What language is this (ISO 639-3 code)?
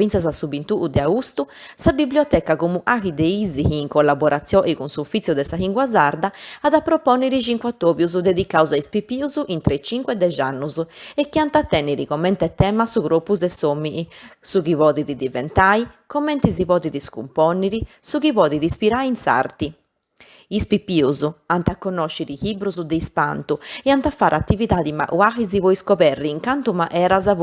srd